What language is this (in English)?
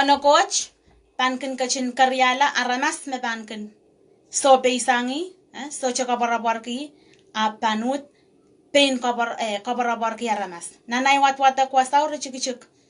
Pohnpeian